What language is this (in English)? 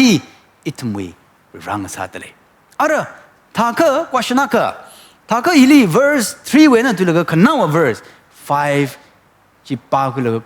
Tangkhul Naga (India)